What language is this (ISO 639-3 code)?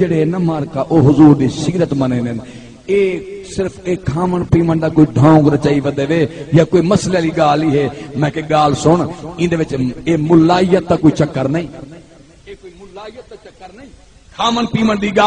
skr